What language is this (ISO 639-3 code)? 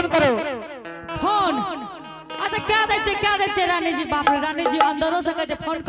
anp